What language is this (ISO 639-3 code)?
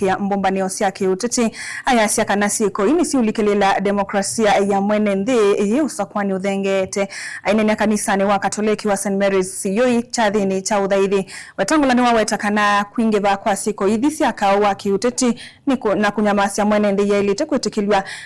kam